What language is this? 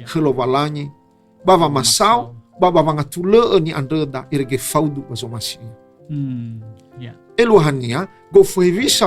Nias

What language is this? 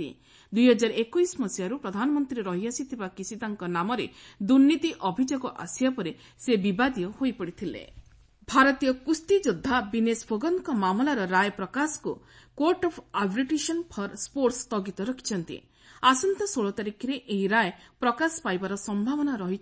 Odia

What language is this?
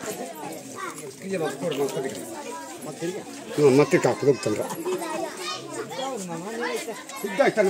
Telugu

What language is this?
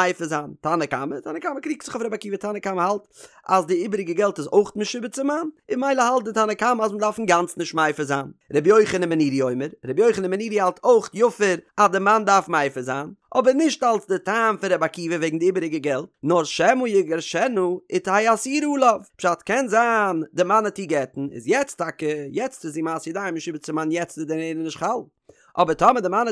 Yiddish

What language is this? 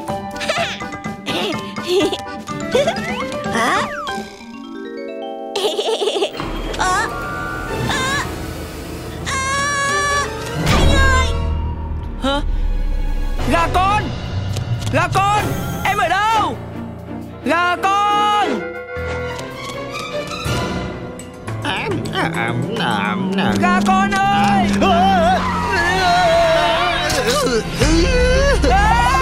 Vietnamese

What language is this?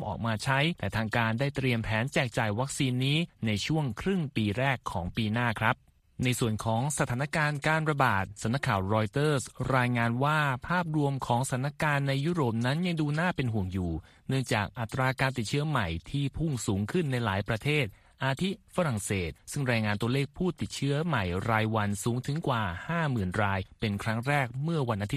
Thai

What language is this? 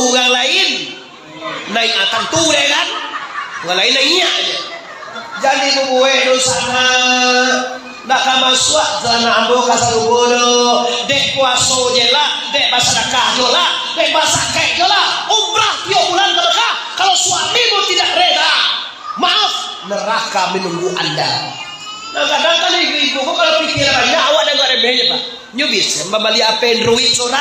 Minangkabau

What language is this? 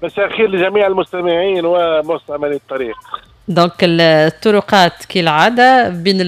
Tunisian Arabic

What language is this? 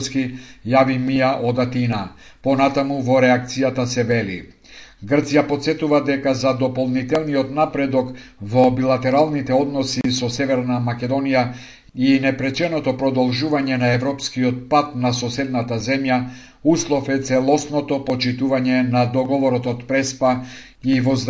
Macedonian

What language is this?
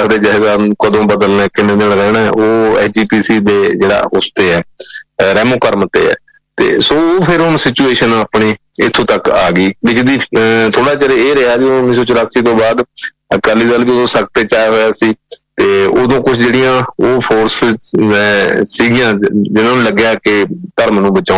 Punjabi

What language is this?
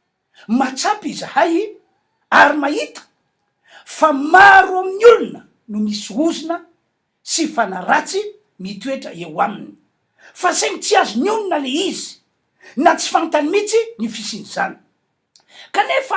Malagasy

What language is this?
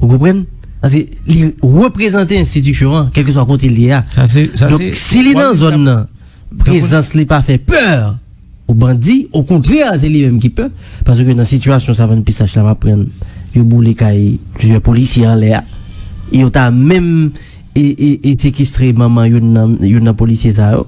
Haitian Creole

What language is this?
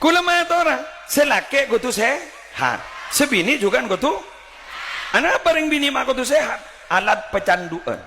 Madurese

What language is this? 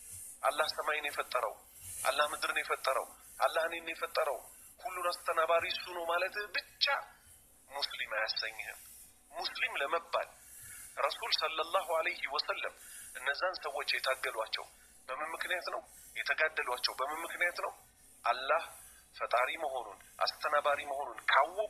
Amharic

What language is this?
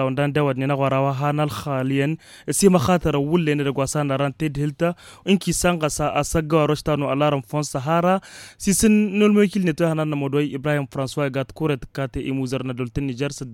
Tamasheq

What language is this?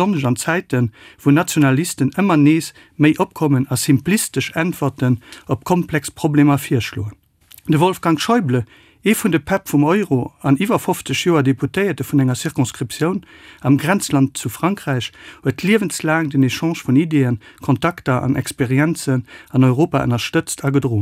Luxembourgish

